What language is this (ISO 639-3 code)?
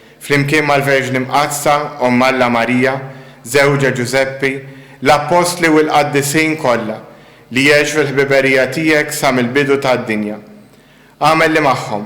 mlt